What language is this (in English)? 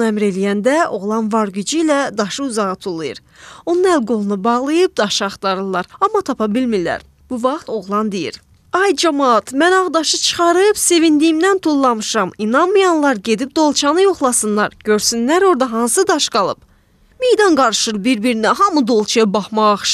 Azerbaijani